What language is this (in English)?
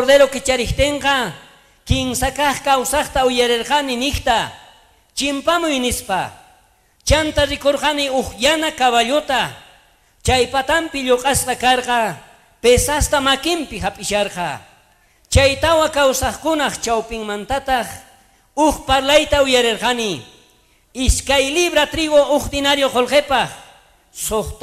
South Bolivian Quechua